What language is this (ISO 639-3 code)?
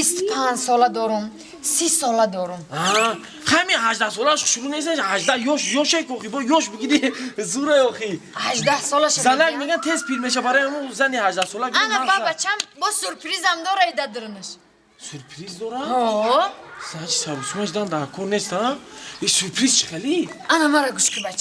tgk